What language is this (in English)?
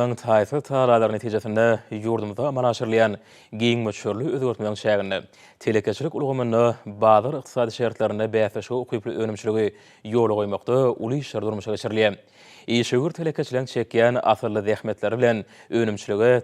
Turkmen